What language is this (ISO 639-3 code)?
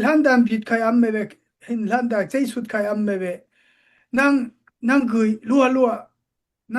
dao